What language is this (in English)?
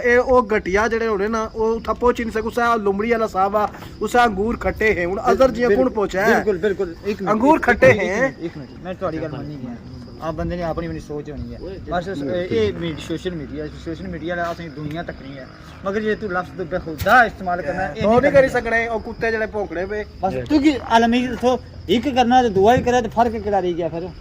Pahari-Potwari